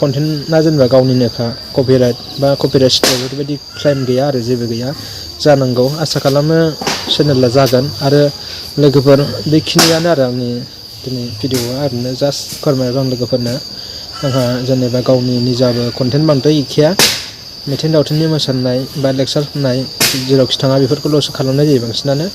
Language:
Bodo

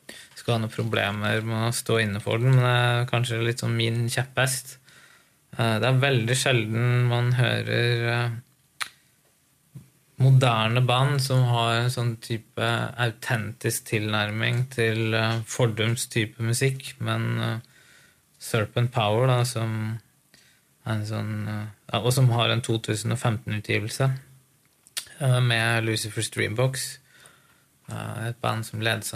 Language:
Norwegian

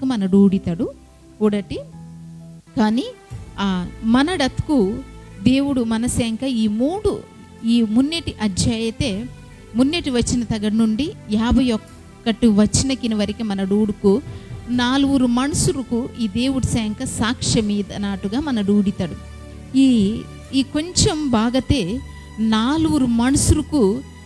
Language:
Koya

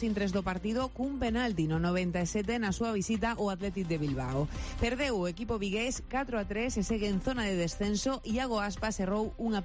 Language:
Galician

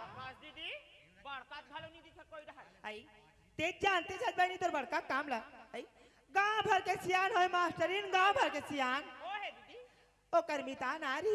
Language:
Chhattisgarhi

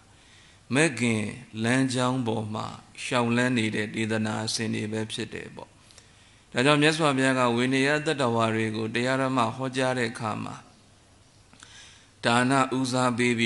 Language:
Burmese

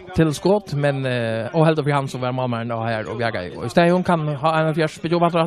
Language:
Faroese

